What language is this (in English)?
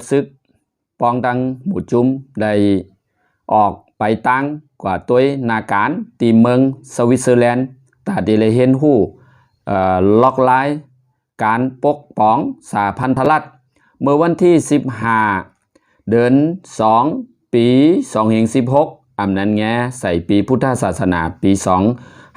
Shan